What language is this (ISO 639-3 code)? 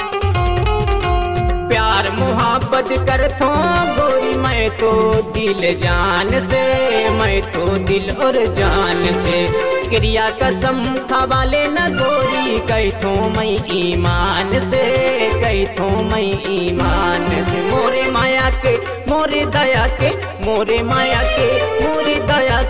hne